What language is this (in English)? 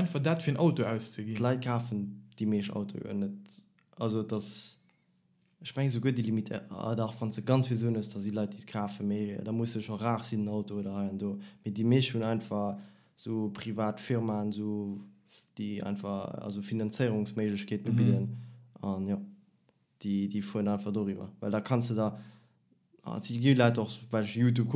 Luxembourgish